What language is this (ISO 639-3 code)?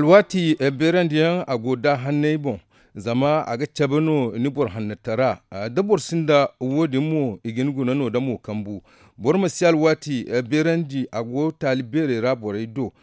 dje